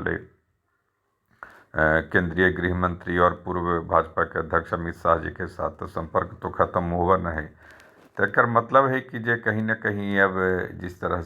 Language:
Magahi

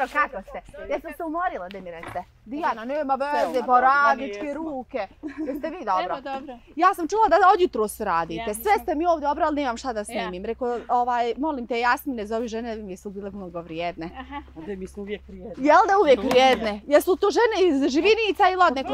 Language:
Bosnian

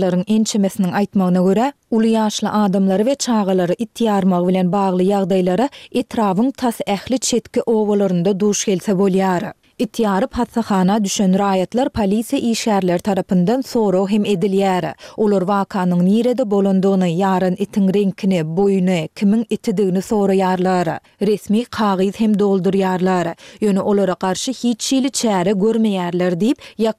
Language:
Turkmen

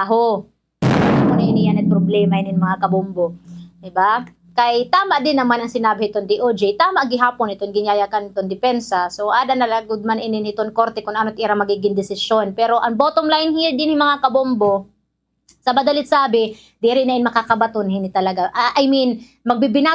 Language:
Waray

